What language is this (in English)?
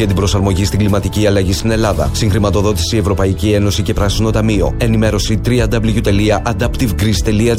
Greek